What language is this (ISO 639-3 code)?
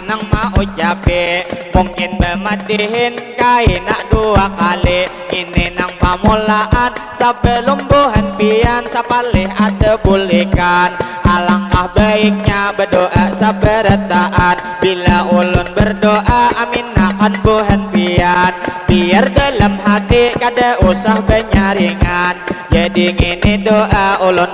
bjn